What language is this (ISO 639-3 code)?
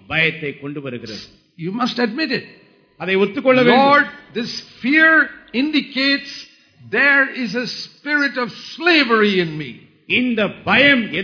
tam